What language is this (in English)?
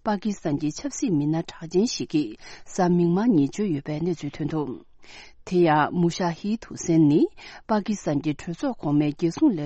Tibetan